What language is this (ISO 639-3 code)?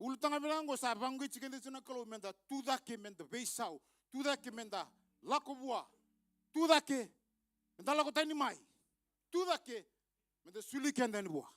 fij